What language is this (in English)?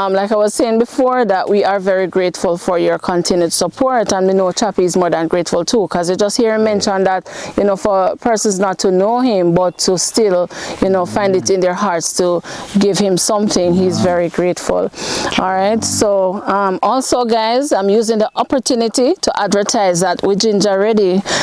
Jamaican Creole English